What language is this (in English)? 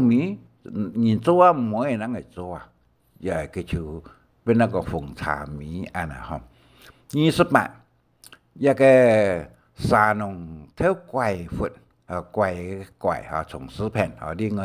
Hakka Chinese